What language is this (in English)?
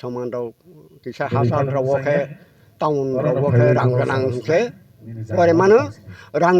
Kok Borok